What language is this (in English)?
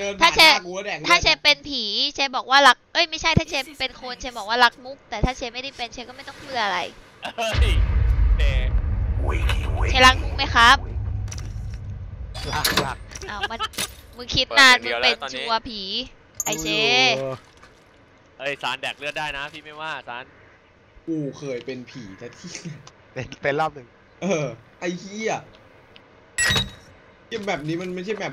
Thai